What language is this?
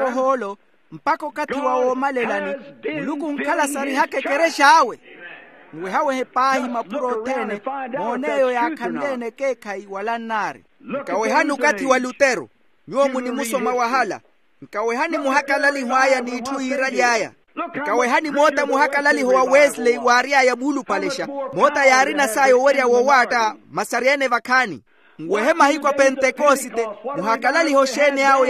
Makhuwa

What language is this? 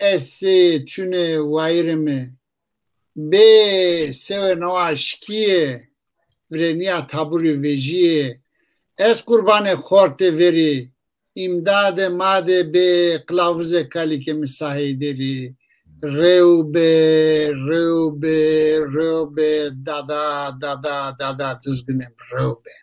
Zaza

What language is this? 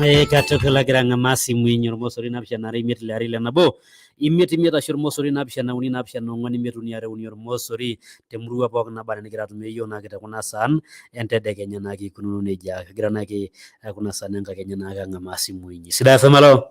Masai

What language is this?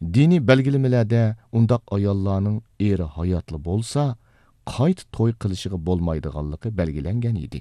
Uyghur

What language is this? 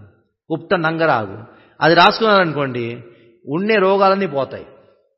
Telugu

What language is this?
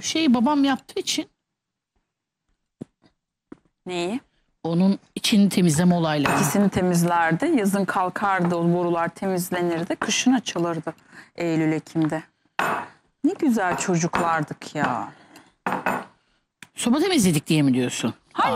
Turkish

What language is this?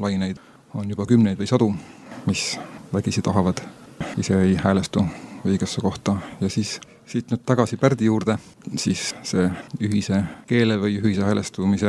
Estonian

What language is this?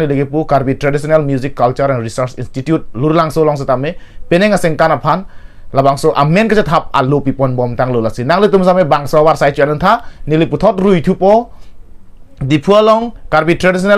Karbi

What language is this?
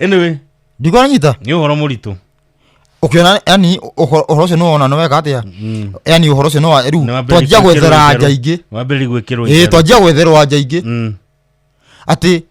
Kikuyu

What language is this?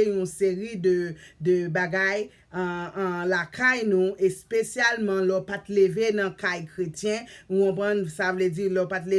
Haitian Creole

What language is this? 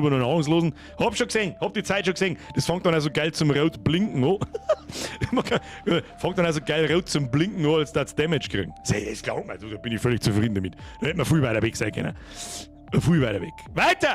Bavarian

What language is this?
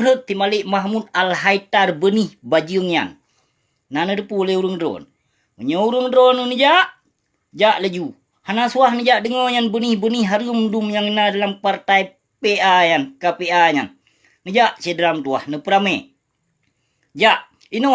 Achinese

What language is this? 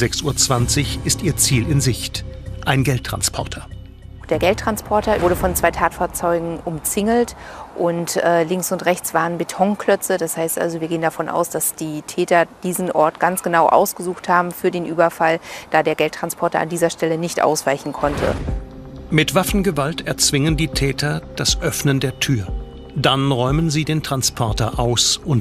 German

